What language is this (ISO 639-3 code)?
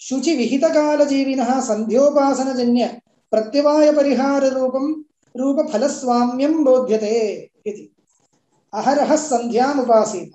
san